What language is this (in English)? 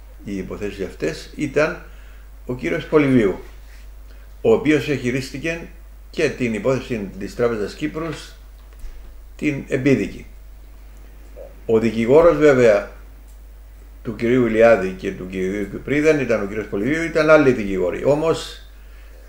Greek